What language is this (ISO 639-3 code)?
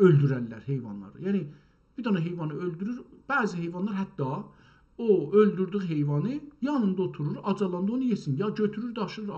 azb